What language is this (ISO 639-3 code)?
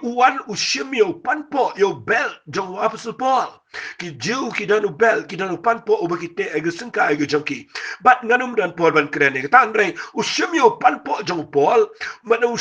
kha